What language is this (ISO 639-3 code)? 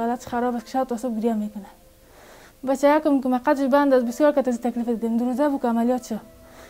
fas